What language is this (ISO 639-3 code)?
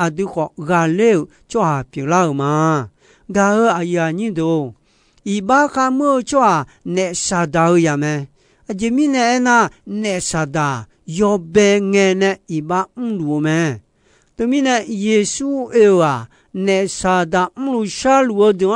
ahk